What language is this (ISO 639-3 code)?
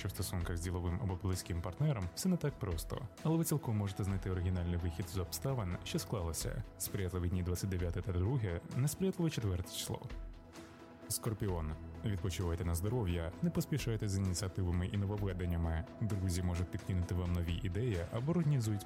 ukr